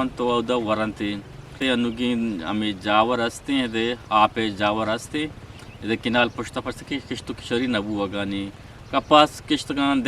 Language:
Eastern Balochi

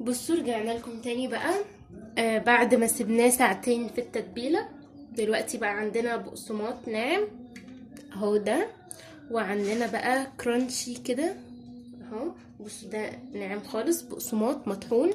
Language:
Egyptian Arabic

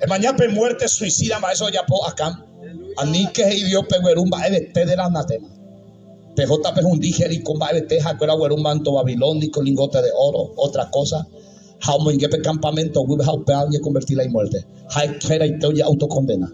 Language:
Guarani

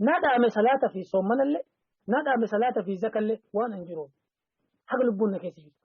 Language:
Oromo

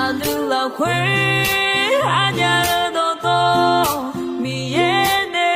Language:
Akha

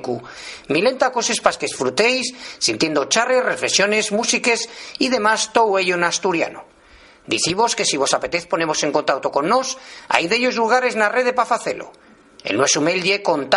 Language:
Asturian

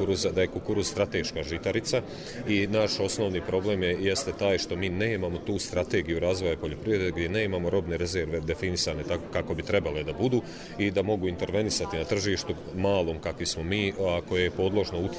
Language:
Bosnian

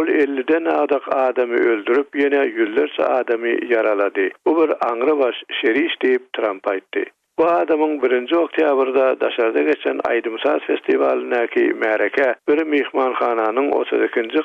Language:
Turkmen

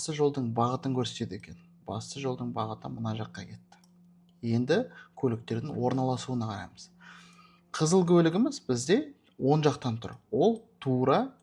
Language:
Kazakh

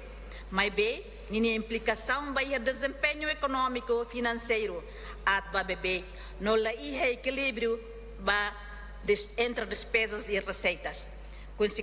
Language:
Tetum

